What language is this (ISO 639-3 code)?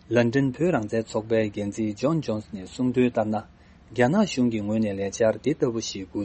bod